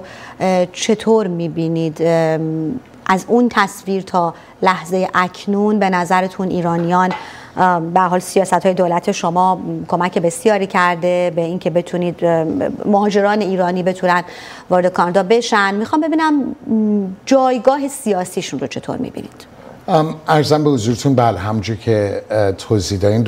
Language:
Persian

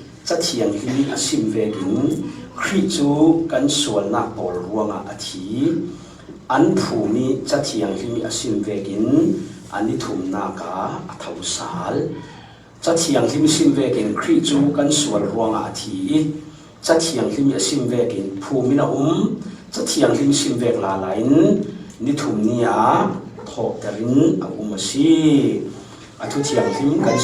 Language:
Falam Chin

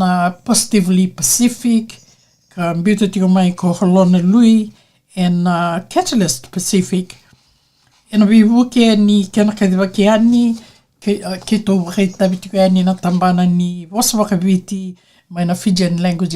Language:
Fijian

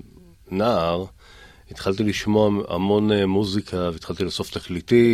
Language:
Hebrew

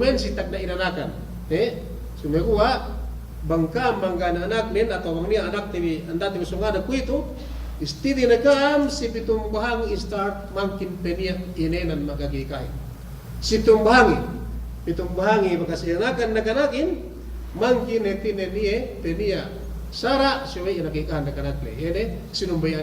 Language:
Yakan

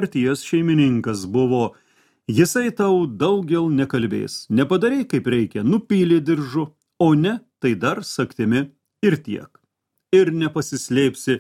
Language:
Lithuanian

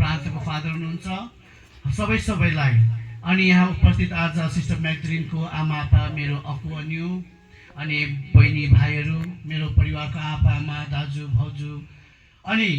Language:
Nepali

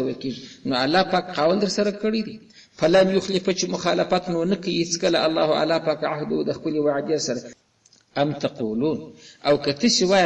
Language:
Pashto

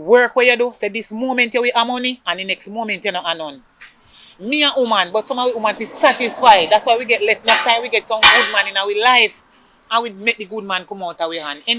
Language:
Jamaican Creole English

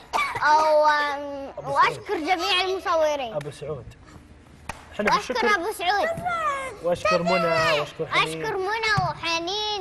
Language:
Arabic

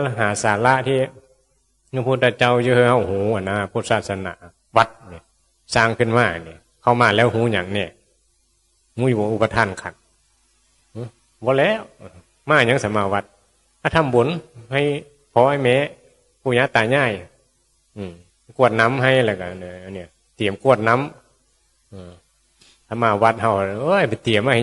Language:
Northeastern Thai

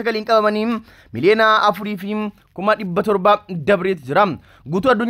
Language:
Oromo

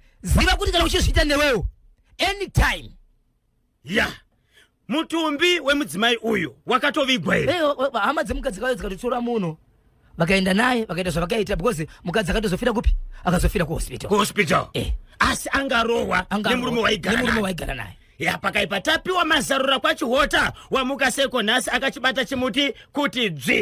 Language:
Shona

